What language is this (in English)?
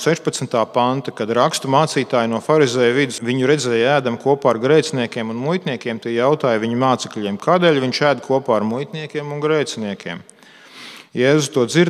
Latvian